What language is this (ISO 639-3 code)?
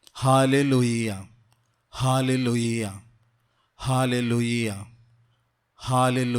kok